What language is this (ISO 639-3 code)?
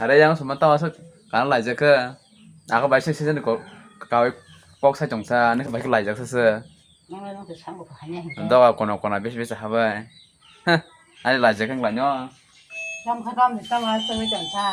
trp